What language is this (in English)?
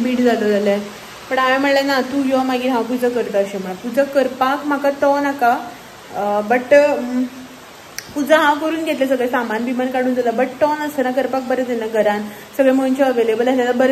Konkani